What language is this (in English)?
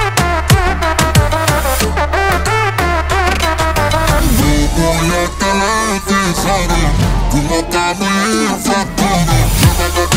Romanian